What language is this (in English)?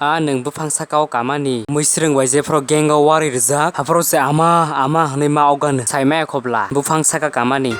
Kok Borok